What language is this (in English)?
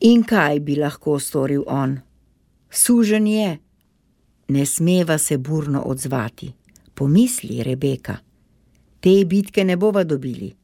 Slovenian